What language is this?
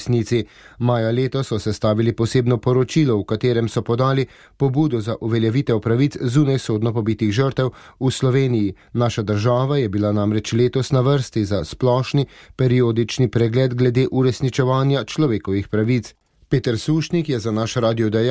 Slovenian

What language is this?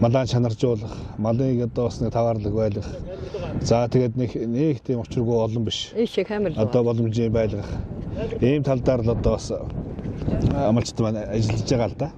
Mongolian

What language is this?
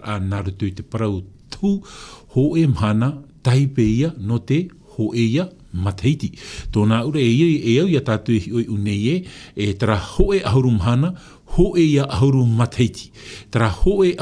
Tahitian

